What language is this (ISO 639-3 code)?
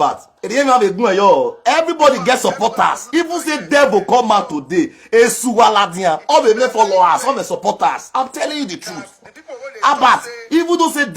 pcm